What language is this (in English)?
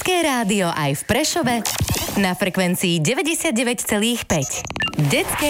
Slovak